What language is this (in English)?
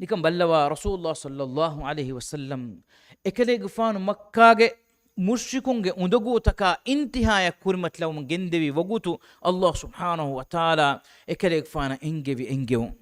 Divehi